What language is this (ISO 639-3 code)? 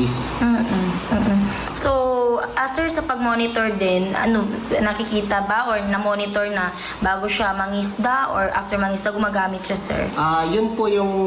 fil